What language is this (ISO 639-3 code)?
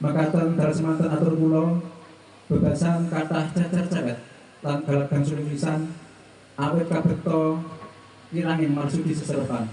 jav